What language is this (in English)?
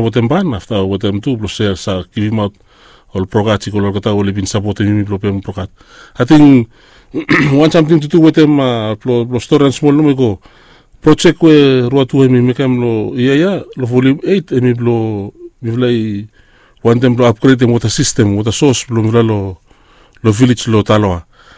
Bislama